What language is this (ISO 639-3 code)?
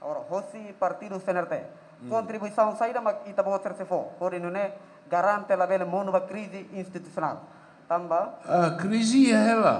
tet